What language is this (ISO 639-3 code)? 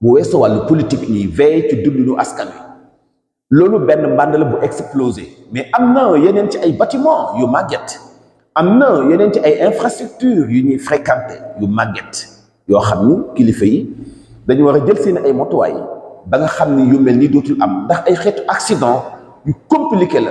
wol